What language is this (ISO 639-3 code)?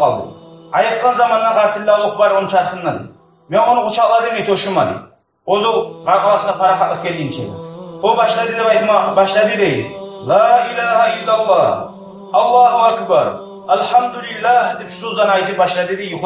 kum